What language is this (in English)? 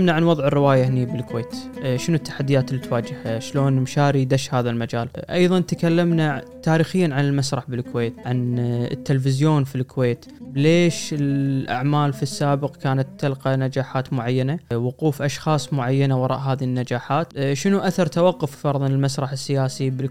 Gulf Arabic